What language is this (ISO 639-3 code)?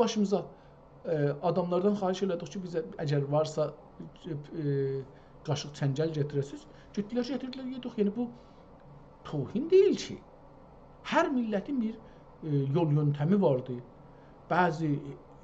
azb